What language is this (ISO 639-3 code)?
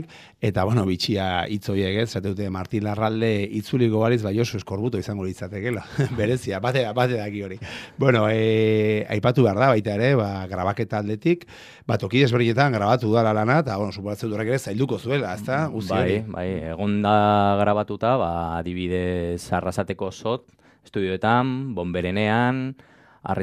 eus